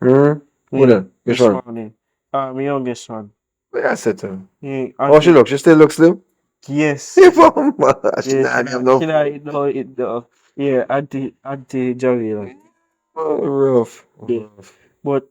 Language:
Jamaican Creole English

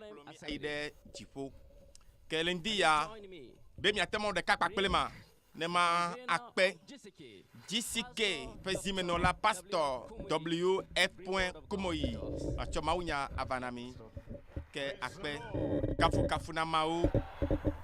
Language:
Ewe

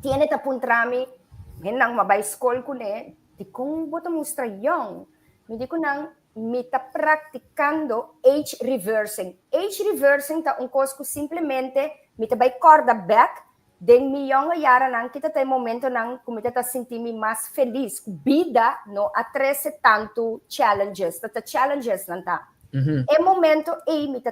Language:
Papiamento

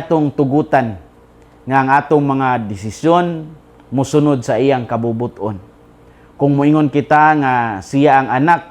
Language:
Cebuano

